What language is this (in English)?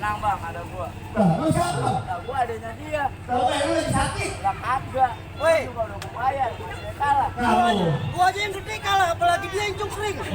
Betawi